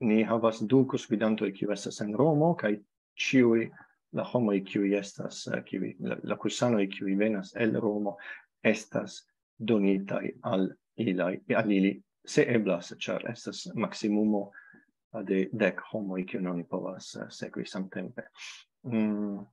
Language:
Esperanto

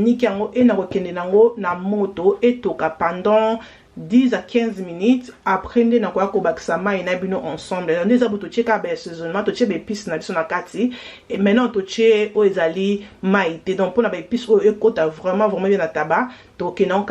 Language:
Lingala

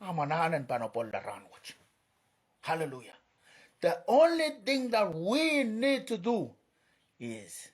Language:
Pohnpeian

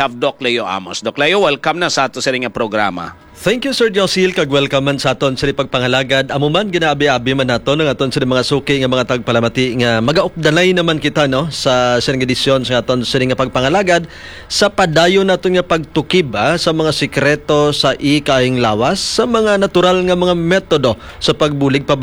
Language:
Hiligaynon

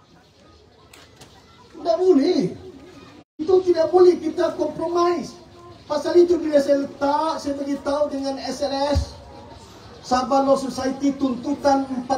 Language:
Malay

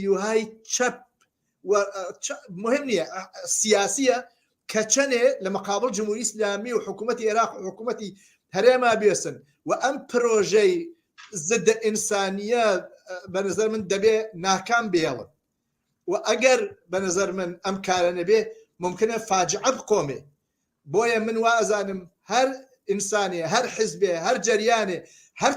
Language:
Central Kurdish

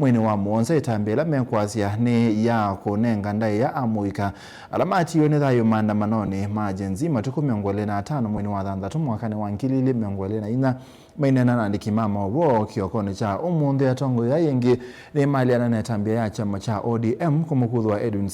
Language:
Kamba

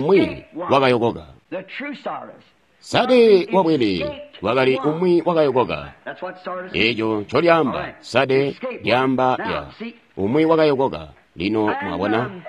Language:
Tonga (Zambia)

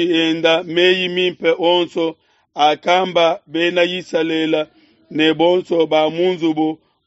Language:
Luba-Lulua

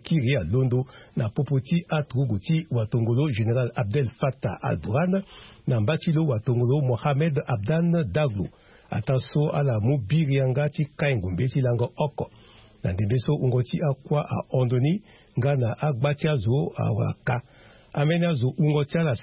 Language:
Sango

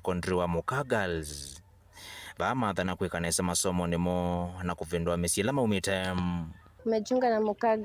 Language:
Kamba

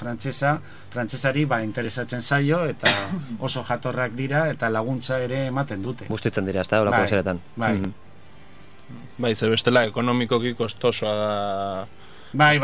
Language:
Basque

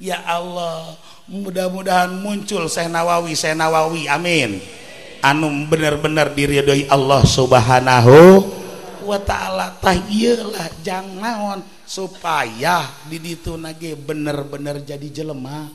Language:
Sundanese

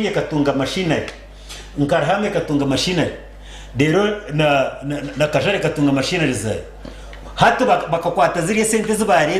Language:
Nyankole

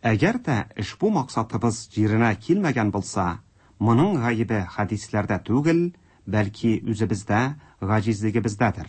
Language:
Tatar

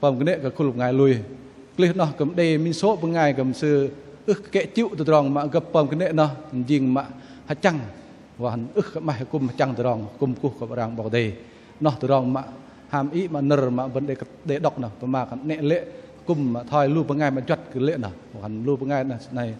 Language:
Bahnar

